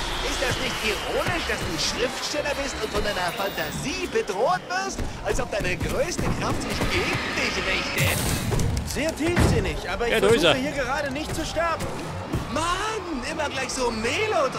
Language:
Bavarian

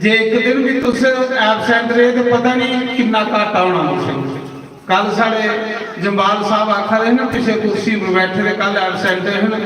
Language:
Dogri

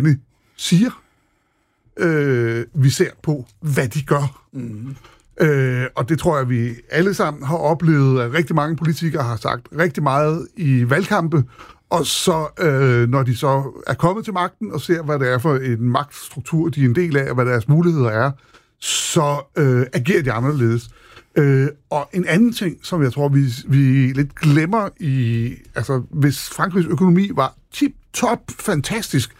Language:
Danish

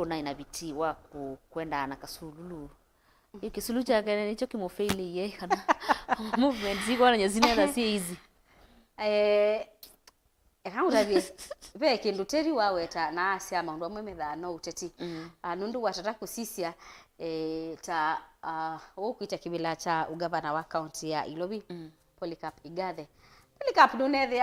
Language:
Kamba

